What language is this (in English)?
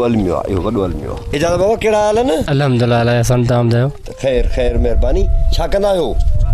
Sindhi